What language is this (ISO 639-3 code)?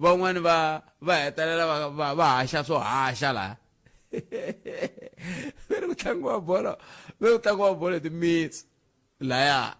tso